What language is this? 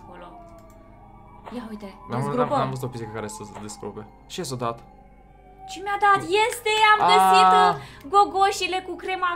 Romanian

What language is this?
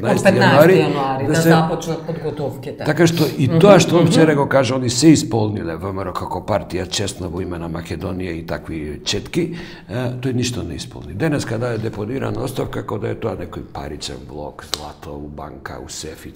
Macedonian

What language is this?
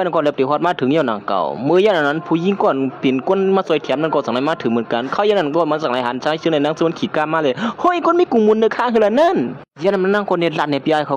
Shan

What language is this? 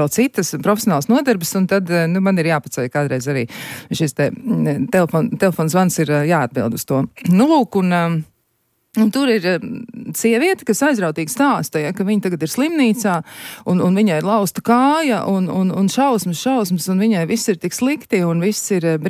Latvian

